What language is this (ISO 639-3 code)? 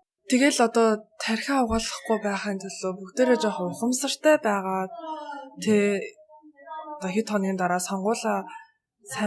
mon